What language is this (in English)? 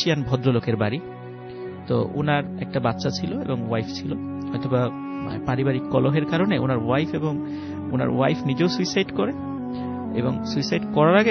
Bangla